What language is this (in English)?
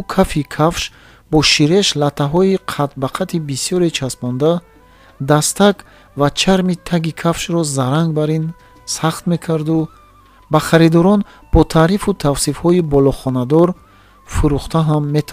Tajik